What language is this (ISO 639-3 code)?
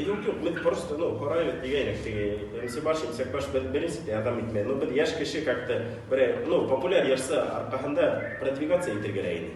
bak